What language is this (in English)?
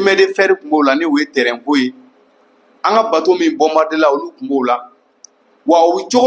Bambara